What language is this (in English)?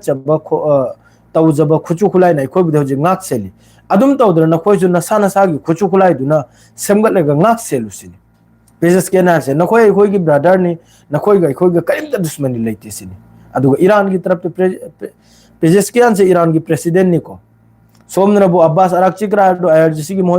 Manipuri